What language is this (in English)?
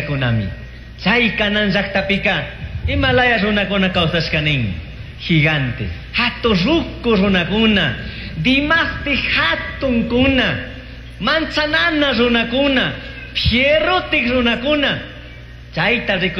Chimborazo Highland Quichua